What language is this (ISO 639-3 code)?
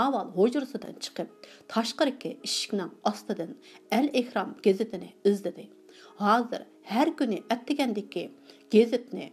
uig